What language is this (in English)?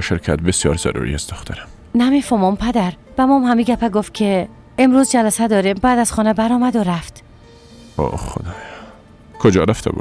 Persian